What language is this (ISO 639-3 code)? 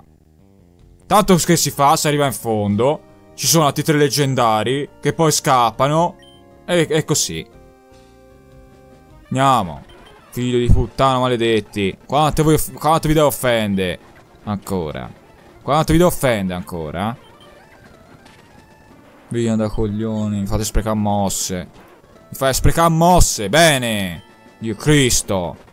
ita